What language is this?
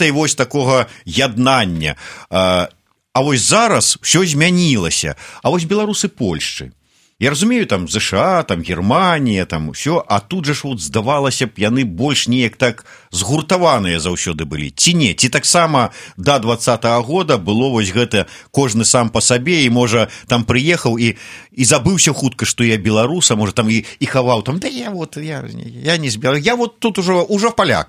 Belarusian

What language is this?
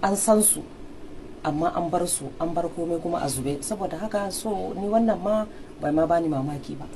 Hausa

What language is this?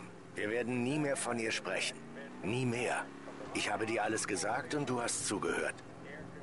German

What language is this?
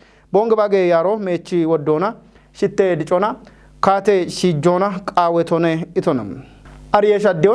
Kafa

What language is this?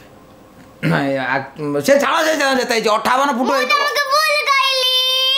Odia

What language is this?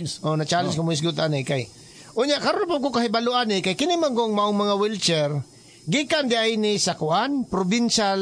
Cebuano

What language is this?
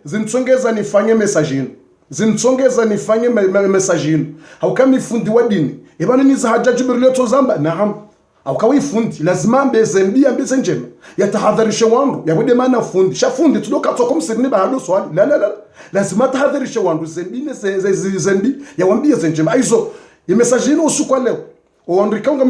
Ngazidja Comorian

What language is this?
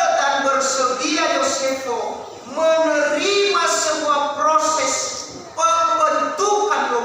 Nias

